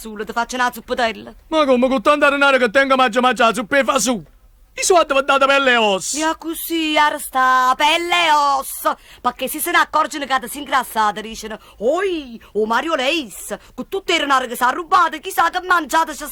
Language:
Neapolitan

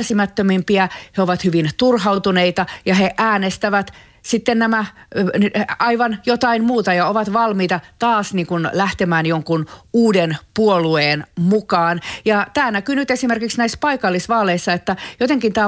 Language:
Finnish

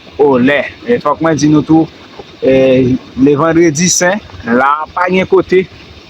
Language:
Haitian Creole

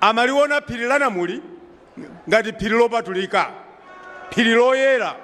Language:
Nyanja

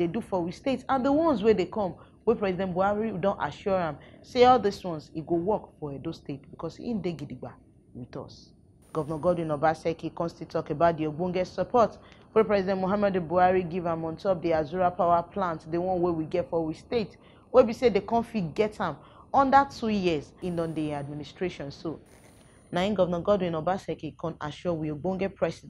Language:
Nigerian Pidgin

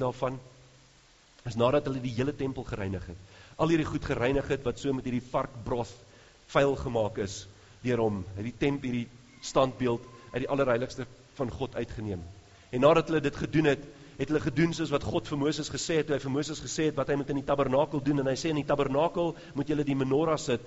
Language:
Afrikaans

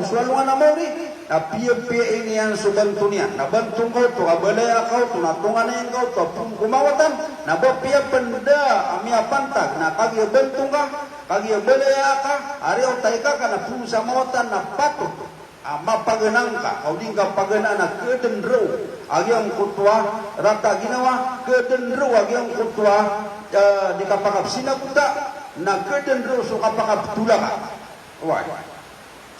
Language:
Maranao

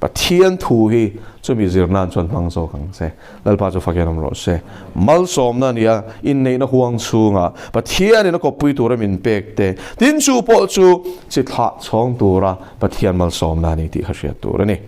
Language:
Mizo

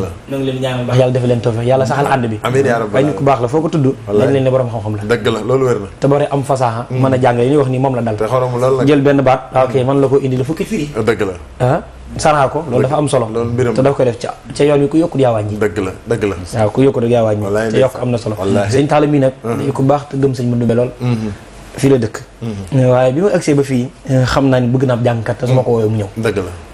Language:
Wolof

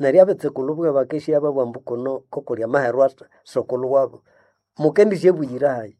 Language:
Nande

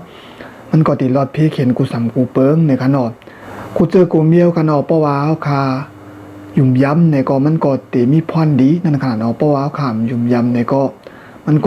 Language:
Shan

